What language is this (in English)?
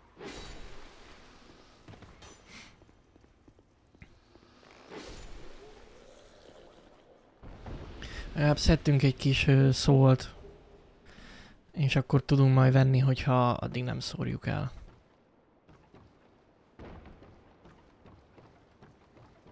Hungarian